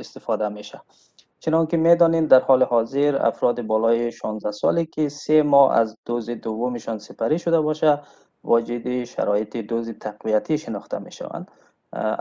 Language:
Tajik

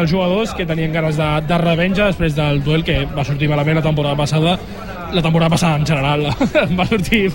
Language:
Catalan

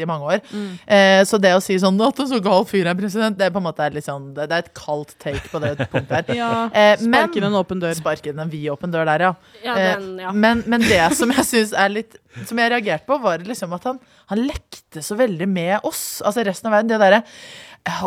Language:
Norwegian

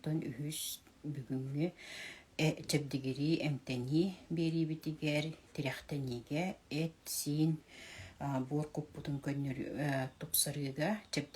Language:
Yakut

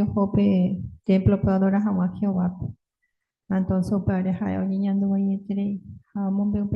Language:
Guarani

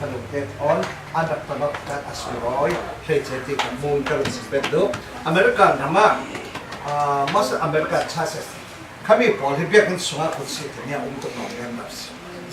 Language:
Falam Chin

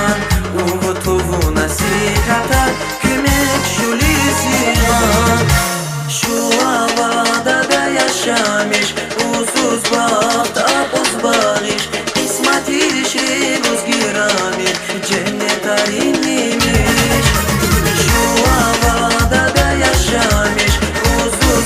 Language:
Tabassaran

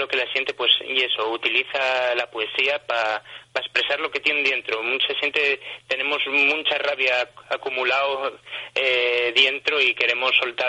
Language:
Asturian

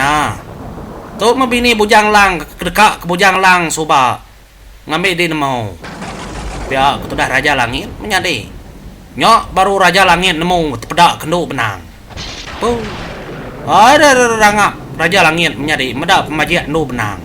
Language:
Iban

